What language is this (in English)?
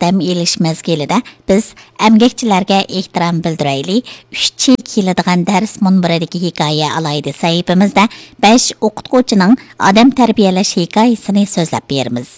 Uyghur